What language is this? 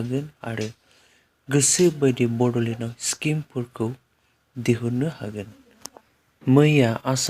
Bodo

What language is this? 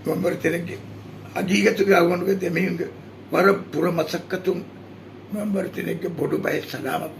Divehi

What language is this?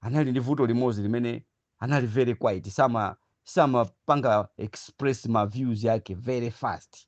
Nyanja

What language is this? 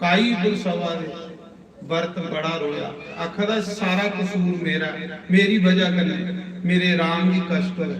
Dogri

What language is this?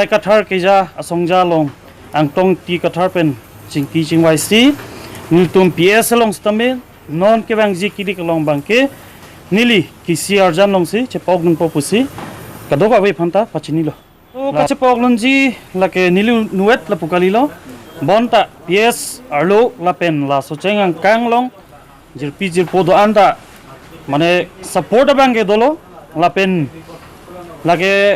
Karbi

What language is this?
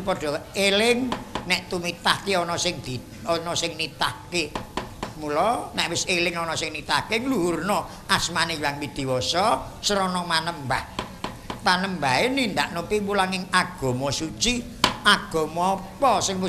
Javanese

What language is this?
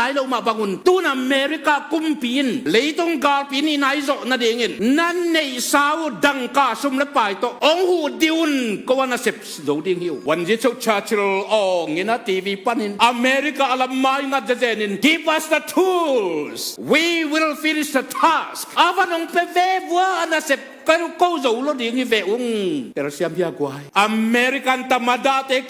Tedim Chin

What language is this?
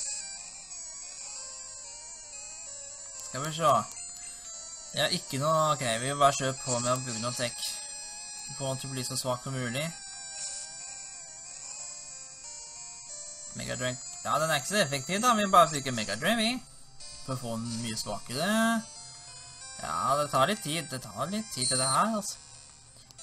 Norwegian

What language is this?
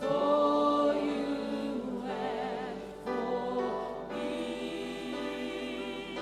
Fijian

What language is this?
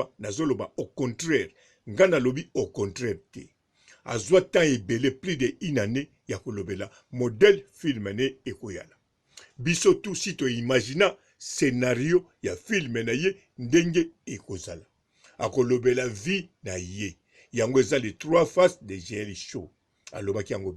Lingala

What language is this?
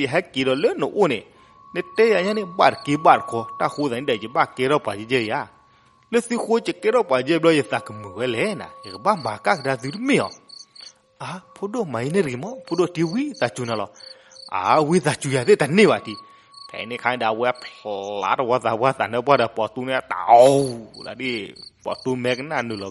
S'gaw Karen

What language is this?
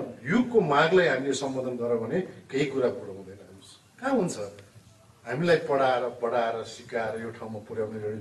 Nepali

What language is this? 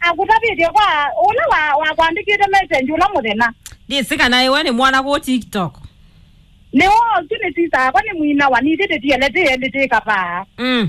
Kamba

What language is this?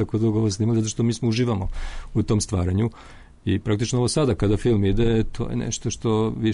Serbian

